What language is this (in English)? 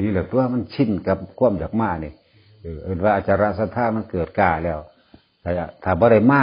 Northeastern Thai